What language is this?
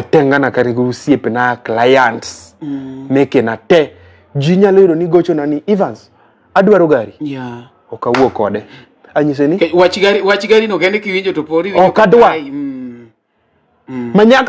Luo (Kenya and Tanzania)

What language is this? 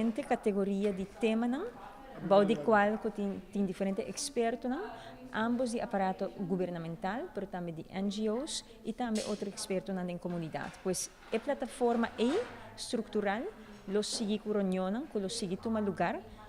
Papiamento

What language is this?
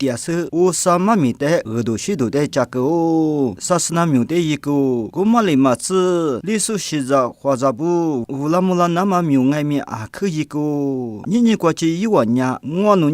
Lisu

